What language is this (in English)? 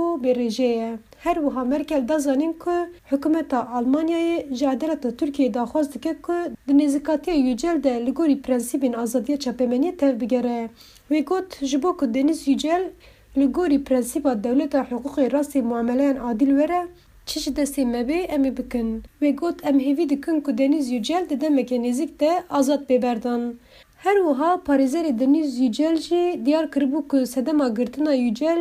Kurdish